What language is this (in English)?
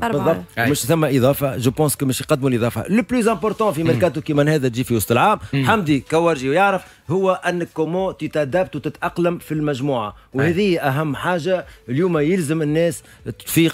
Tunisian Arabic